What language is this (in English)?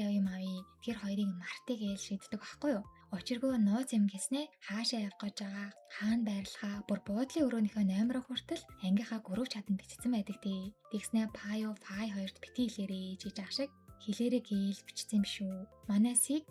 Mongolian